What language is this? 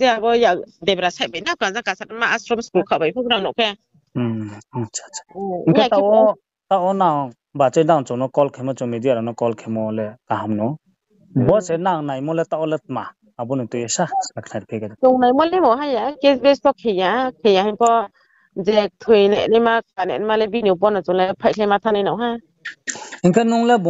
Riang (India)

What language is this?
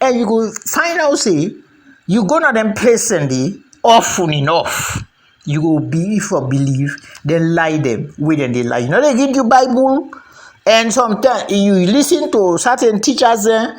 Krio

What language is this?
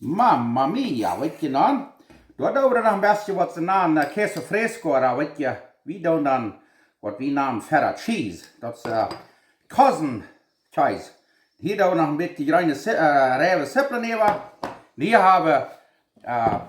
Plautdietsch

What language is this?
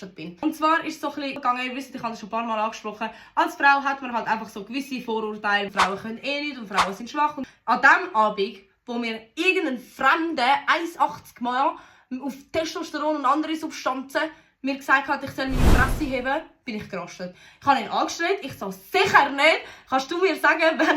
Swiss German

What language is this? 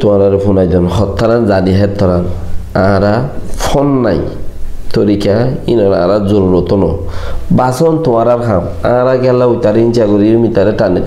Rohingya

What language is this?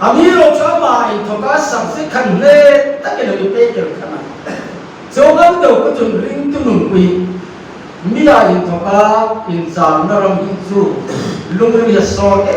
Hmar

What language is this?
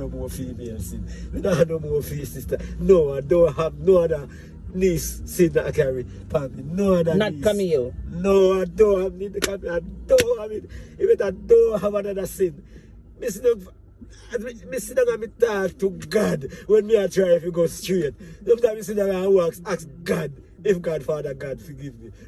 Jamaican Creole English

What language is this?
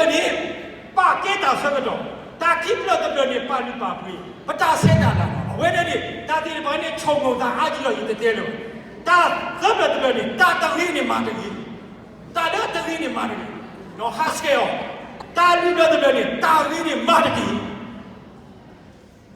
S'gaw Karen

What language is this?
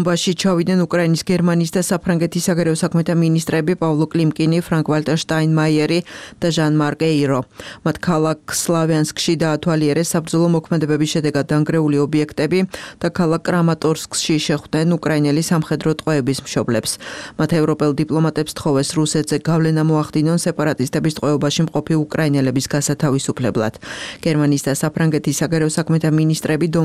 Georgian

